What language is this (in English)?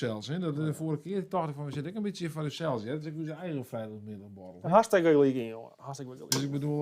Western Frisian